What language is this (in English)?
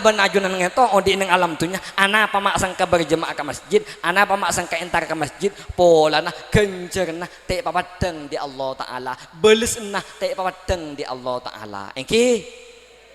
Madurese